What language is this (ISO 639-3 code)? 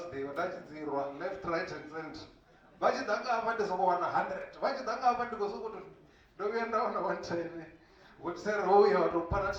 ven